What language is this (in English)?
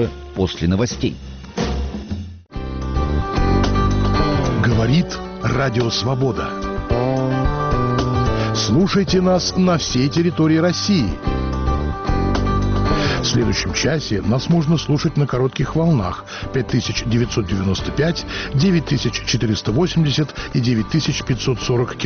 Russian